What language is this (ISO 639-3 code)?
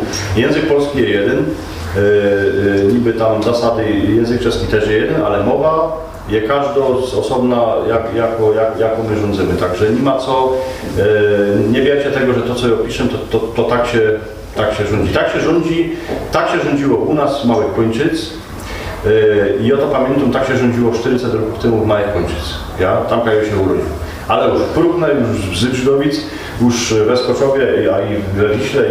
szl